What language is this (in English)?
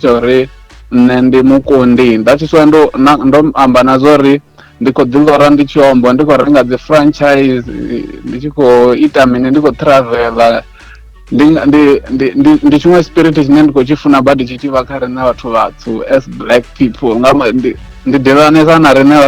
Venda